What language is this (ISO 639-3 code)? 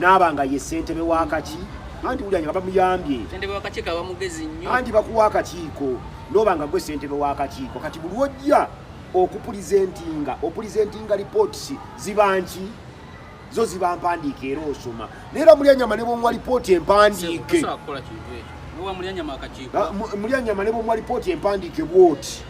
lug